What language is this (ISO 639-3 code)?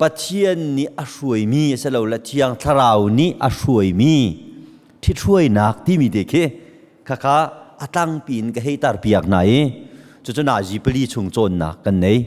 cnh